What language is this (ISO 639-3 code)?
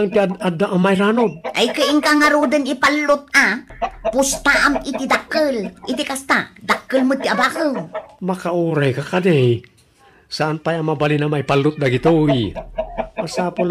ilo